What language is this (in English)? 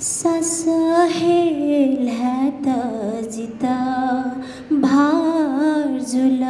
Newari